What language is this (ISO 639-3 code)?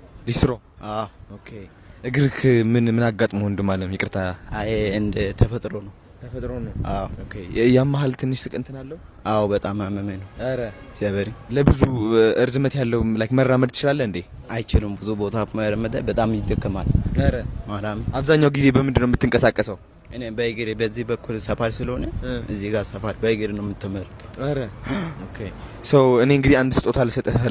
amh